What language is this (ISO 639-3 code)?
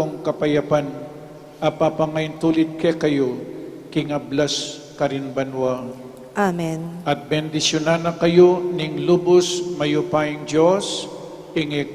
pam